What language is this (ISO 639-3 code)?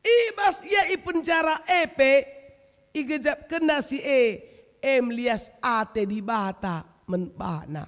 btx